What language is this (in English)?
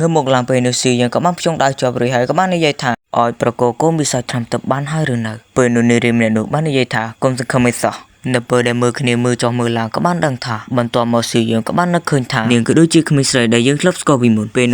Khmer